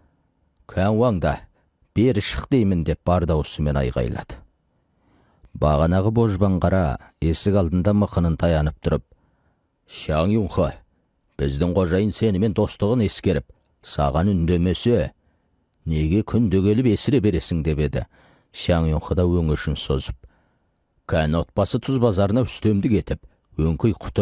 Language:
Kazakh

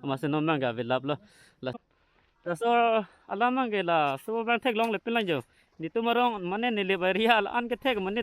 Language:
Karbi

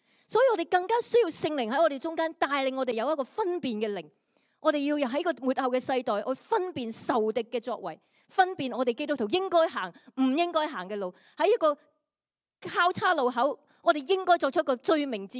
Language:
Cantonese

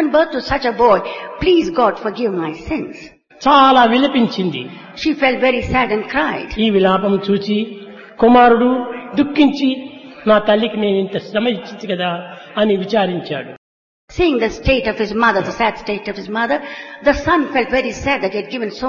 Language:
Telugu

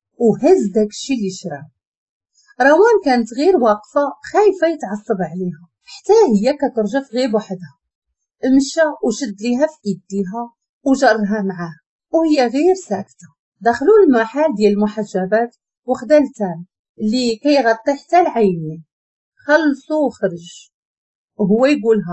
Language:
Moroccan Arabic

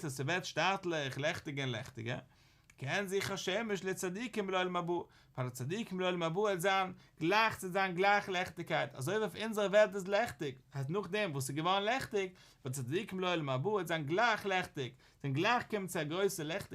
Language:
Yiddish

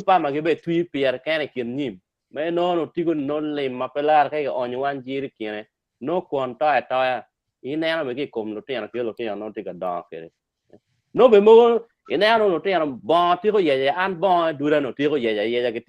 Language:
Acoli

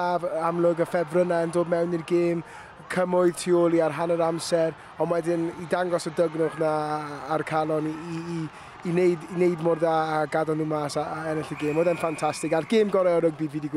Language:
Welsh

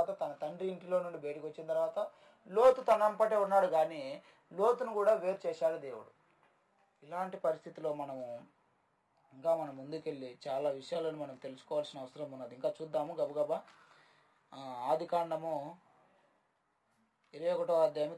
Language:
Telugu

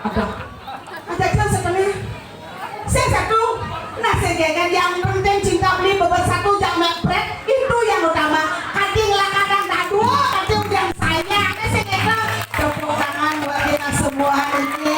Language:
Balinese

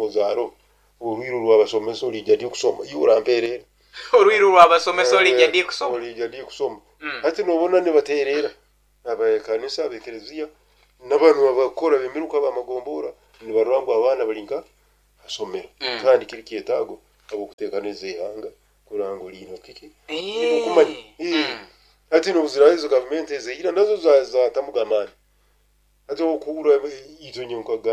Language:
Nyoro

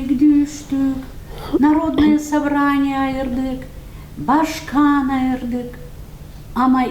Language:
Gagauz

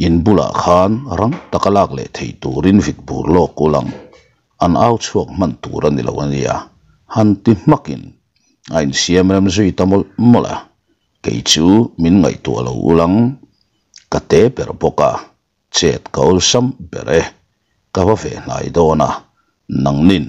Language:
Mizo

